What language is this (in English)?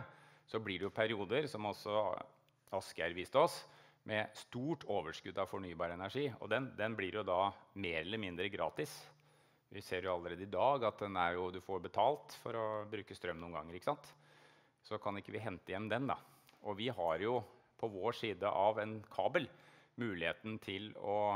Norwegian